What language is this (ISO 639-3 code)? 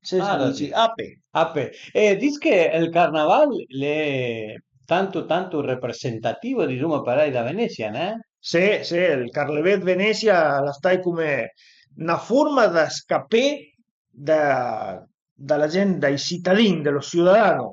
pms